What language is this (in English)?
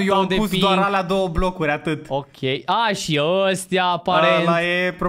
Romanian